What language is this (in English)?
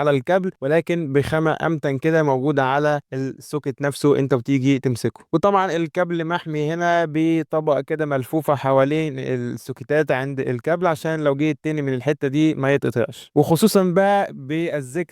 Egyptian Arabic